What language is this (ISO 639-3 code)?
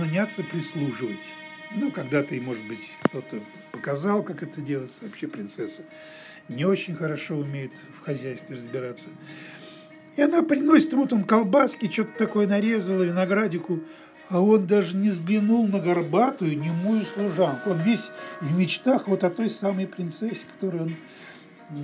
rus